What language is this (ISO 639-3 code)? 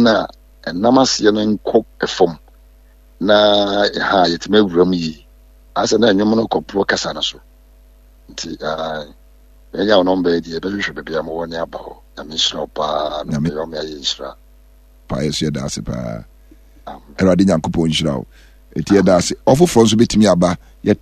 aka